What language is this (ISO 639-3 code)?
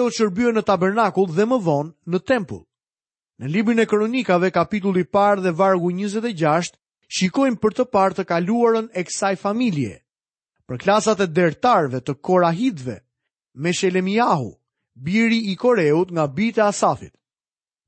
sqi